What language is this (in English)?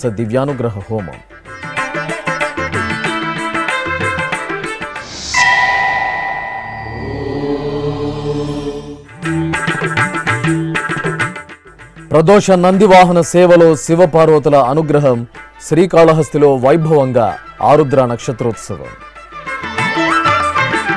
Telugu